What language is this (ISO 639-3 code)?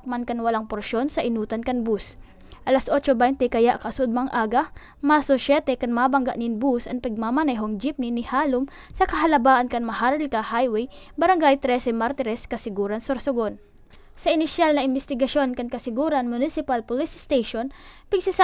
bik